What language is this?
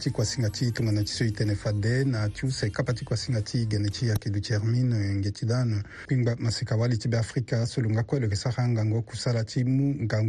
Sango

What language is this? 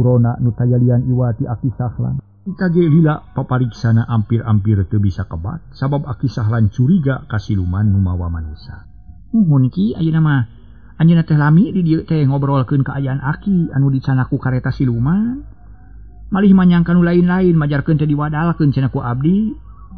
Sundanese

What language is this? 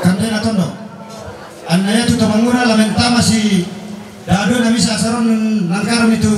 Toraja-Sa'dan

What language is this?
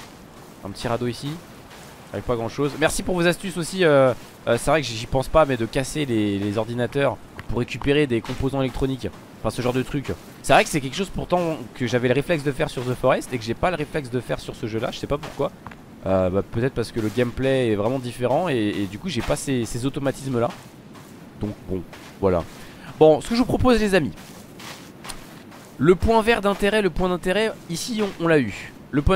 French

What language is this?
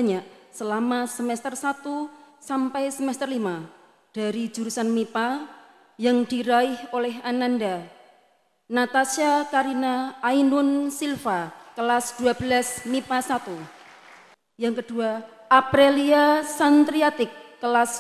Indonesian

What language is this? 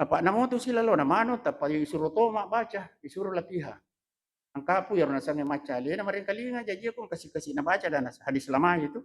Buginese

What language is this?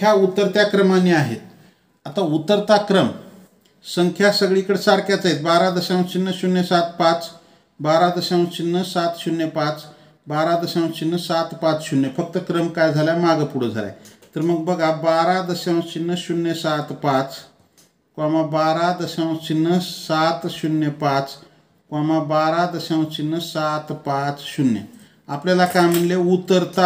Marathi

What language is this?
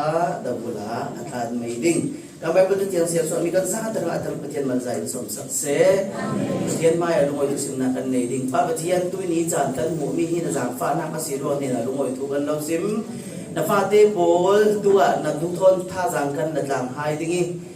Falam Chin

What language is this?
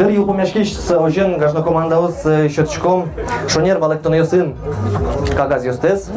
Udmurt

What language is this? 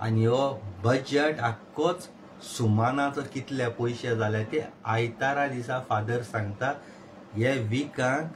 Konkani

